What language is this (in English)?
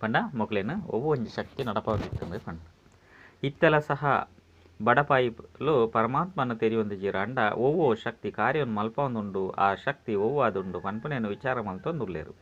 Tulu